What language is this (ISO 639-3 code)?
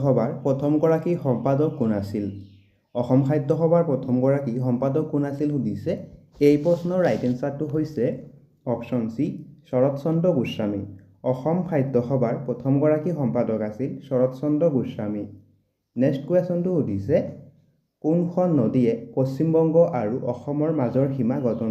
asm